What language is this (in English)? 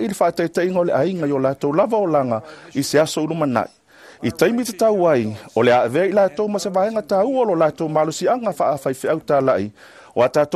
Samoan